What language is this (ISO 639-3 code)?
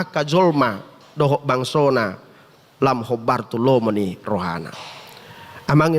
bbc